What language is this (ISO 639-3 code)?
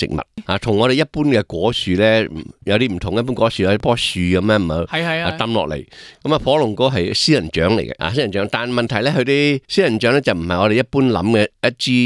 yue